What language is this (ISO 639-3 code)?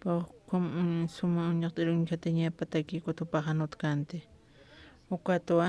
aym